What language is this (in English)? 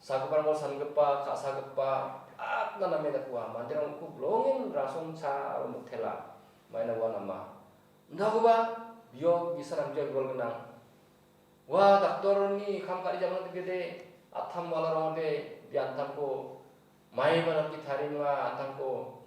Garo